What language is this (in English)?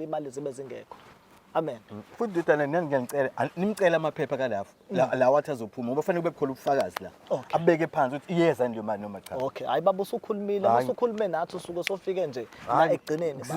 Zulu